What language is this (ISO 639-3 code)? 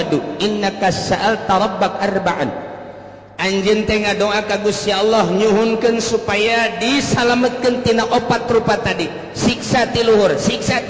sun